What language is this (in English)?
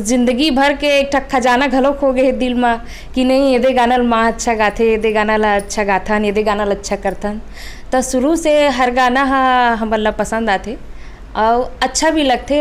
Chhattisgarhi